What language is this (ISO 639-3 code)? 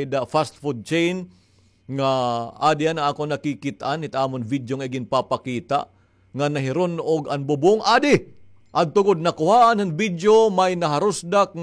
war